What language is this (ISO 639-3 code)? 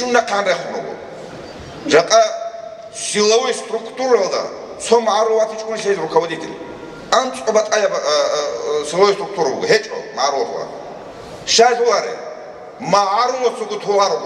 ava